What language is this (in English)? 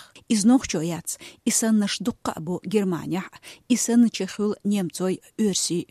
Chechen